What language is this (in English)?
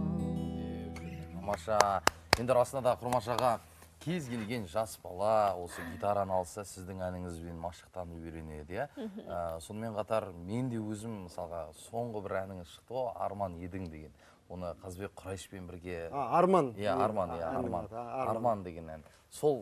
Kazakh